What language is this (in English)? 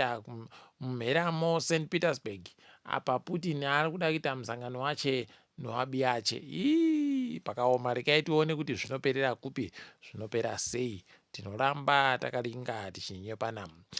Ndau